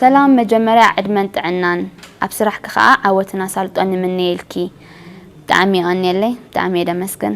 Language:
Tigrinya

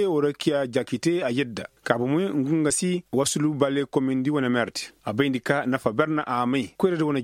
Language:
Zarma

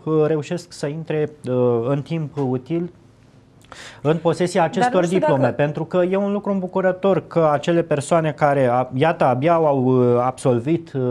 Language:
Romanian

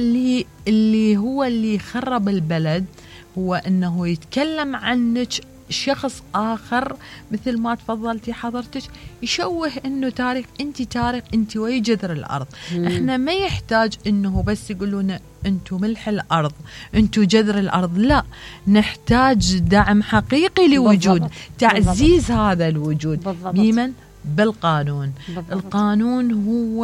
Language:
Mesopotamian Arabic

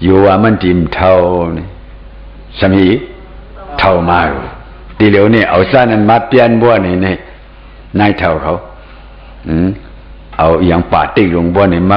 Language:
Shan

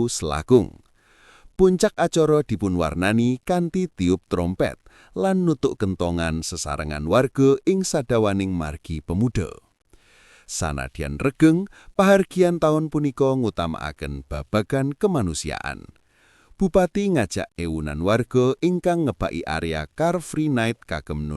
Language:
Javanese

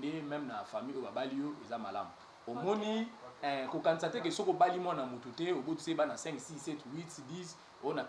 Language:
Lingala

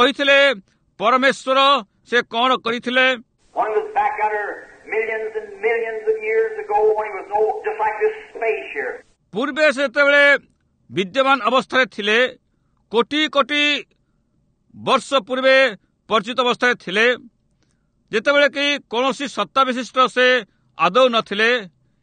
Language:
Odia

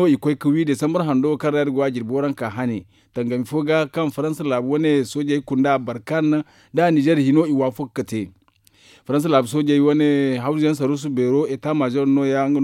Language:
Zarma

